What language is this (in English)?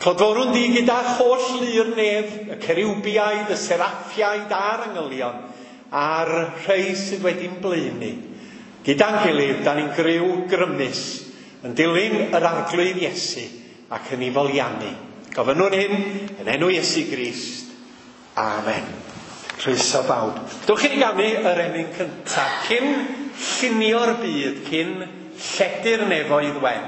Welsh